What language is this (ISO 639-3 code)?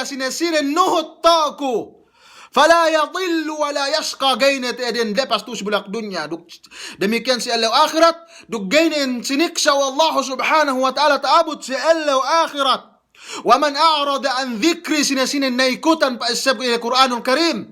yka